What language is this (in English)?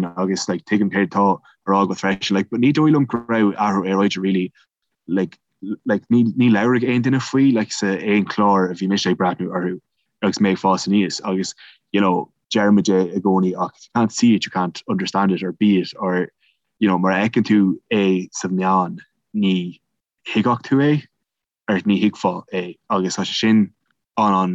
Irish